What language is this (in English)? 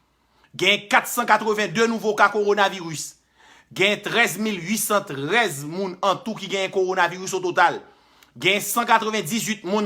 Haitian Creole